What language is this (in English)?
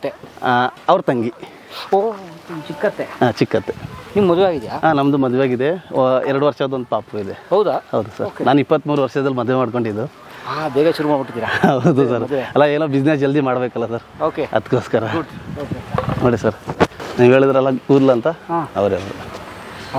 Kannada